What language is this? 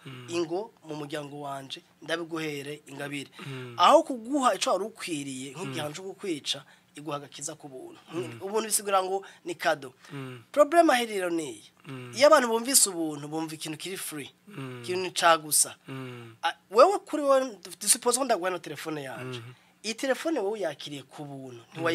Rundi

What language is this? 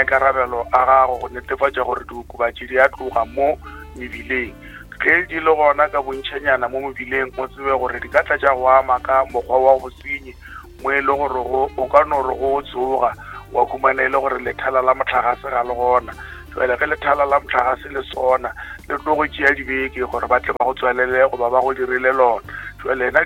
Northern Sotho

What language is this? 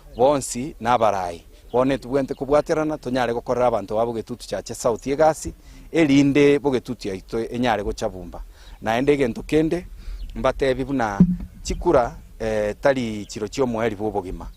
Gusii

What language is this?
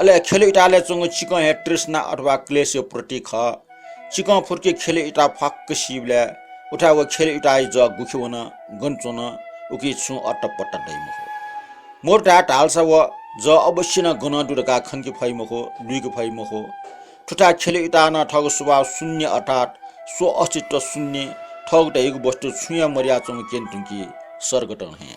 Newari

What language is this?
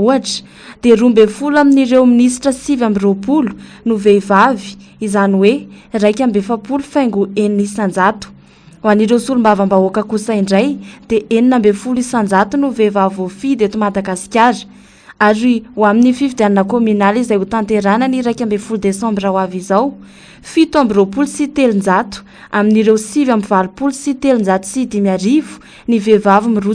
Malagasy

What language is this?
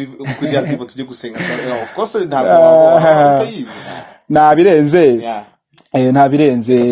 Kinyarwanda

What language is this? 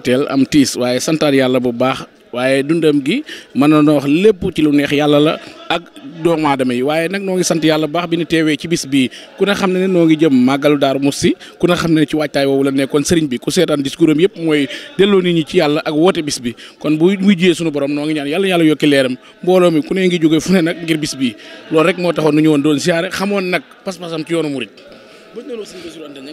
Wolof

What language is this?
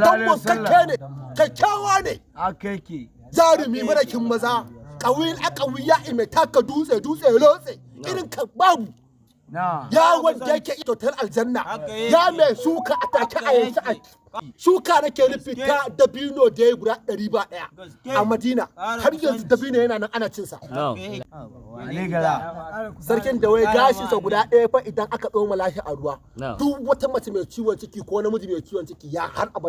Hausa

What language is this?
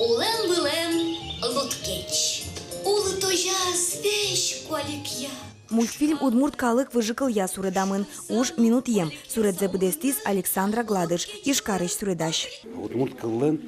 Udmurt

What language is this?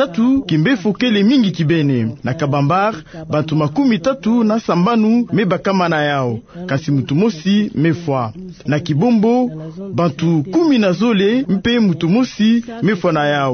Kituba (Democratic Republic of Congo)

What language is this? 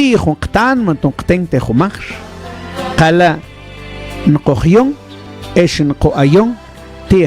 Mam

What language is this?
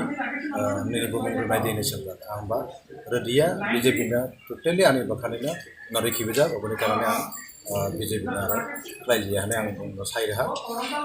Kok Borok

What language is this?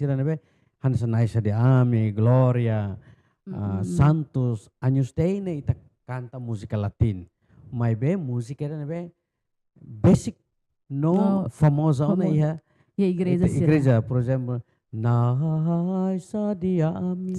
Tetum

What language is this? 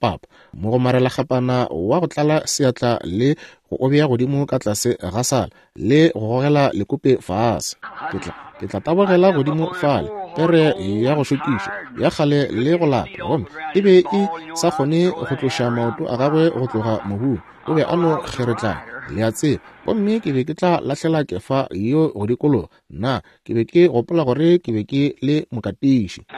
Northern Sotho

